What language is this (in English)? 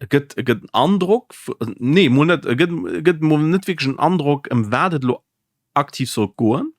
Luxembourgish